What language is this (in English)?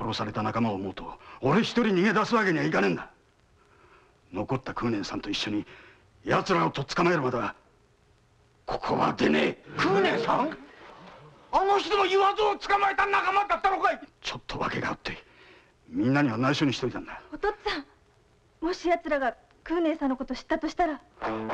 Japanese